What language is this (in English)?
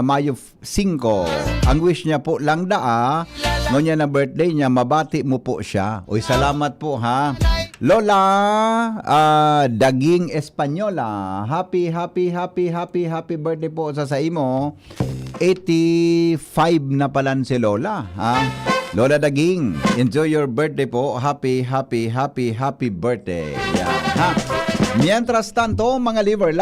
Bikol